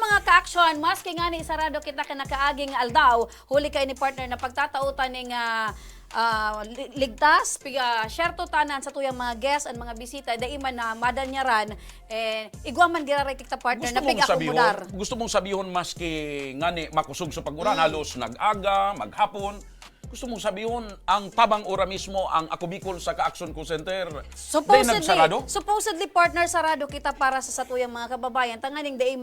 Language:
Bikol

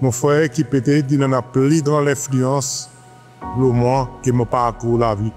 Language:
Seselwa Creole French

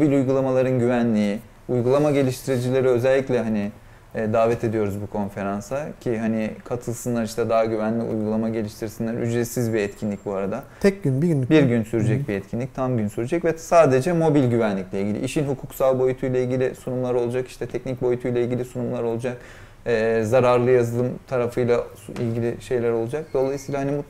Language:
Turkish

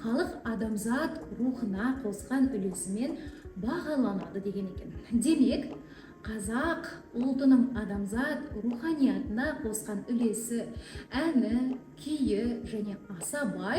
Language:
Kazakh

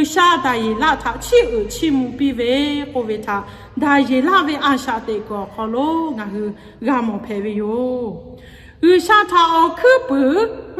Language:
Lahu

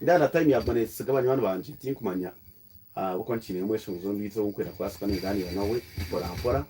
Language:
Nyankole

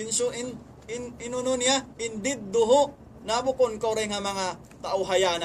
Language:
Tausug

